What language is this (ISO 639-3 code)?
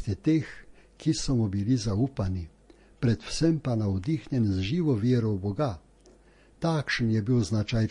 slv